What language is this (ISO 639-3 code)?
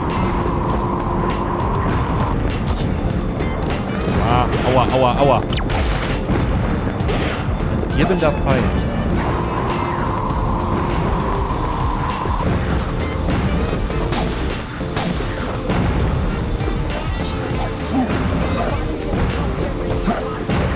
deu